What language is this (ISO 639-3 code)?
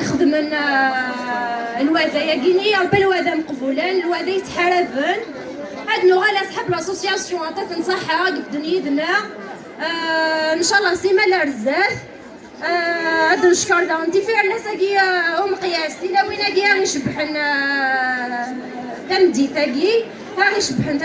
kab